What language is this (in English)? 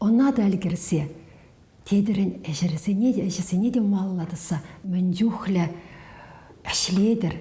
Chuvash